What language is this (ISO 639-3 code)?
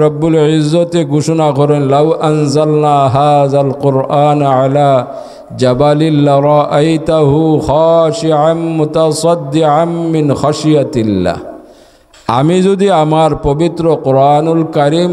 syl